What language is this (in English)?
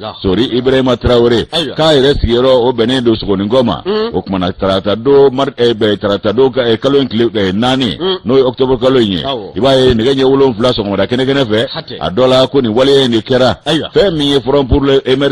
Bambara